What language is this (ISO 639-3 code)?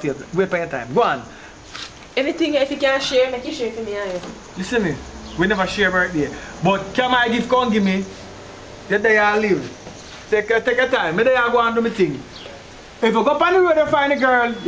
jam